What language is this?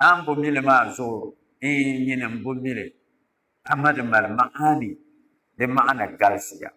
Dagbani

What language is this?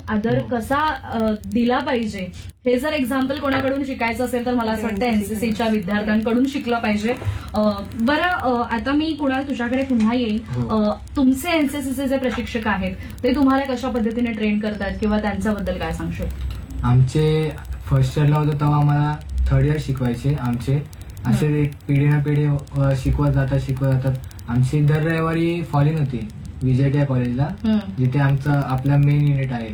Marathi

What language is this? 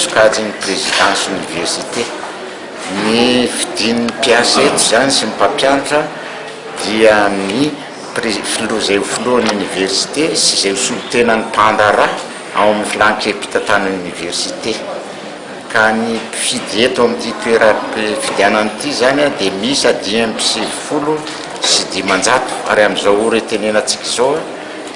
Malagasy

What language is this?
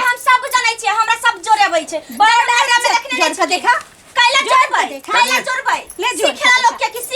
Maithili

